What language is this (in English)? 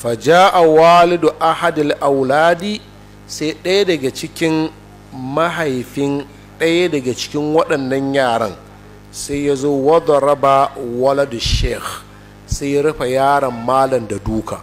Hausa